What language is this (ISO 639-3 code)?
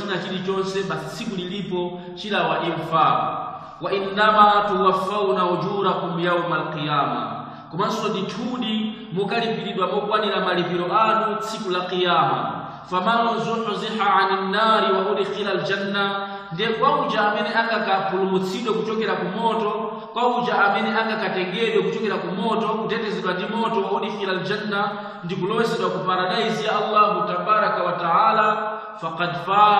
nya